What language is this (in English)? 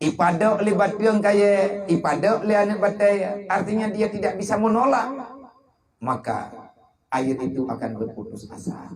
Achinese